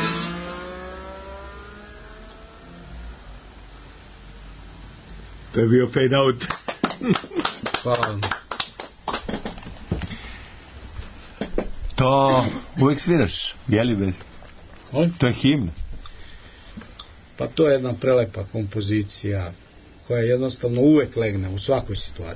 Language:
Serbian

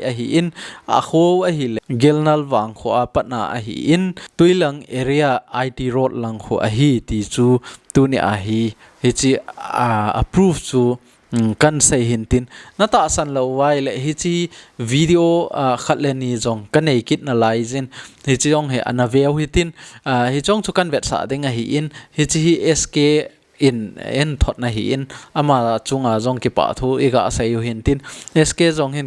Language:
Thado Chin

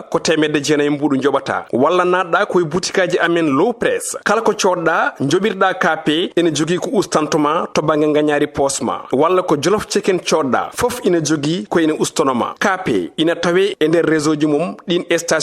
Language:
Fula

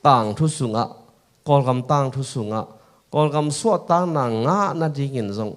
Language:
Tedim Chin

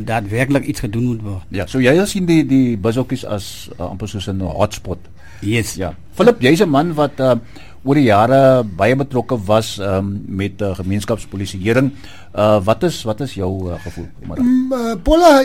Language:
Afrikaans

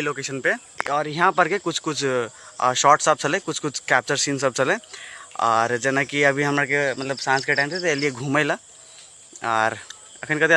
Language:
Maithili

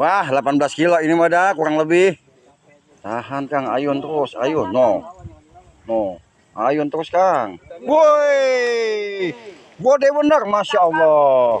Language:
Betawi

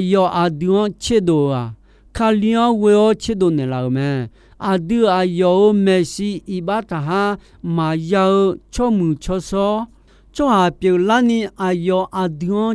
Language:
Akha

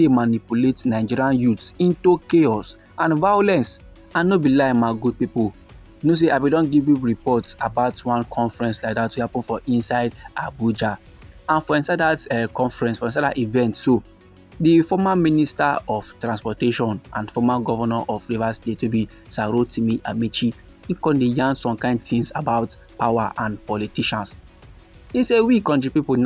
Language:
Nigerian Pidgin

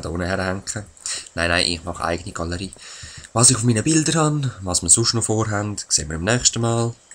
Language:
Swiss German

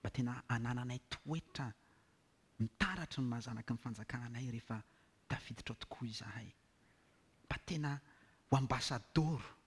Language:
Malagasy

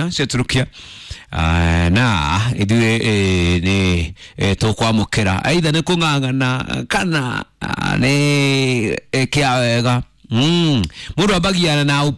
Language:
Kikuyu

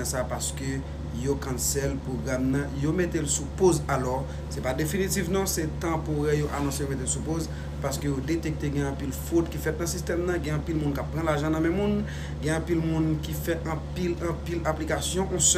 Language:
Haitian Creole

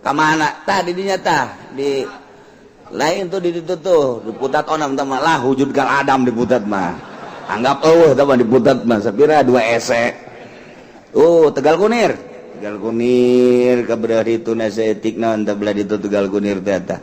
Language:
Sundanese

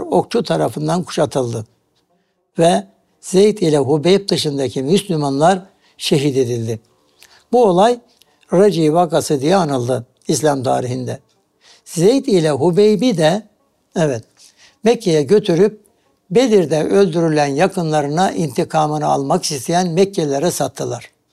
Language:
Turkish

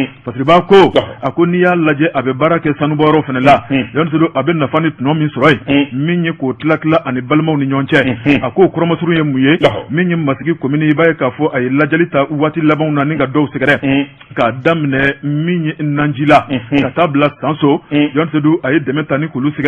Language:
Bambara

